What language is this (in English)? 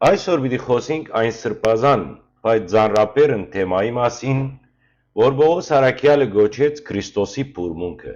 Western Armenian